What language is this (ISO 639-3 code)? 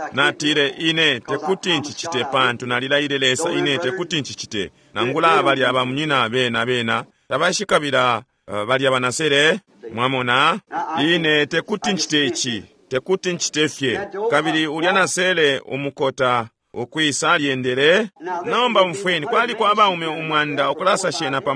bem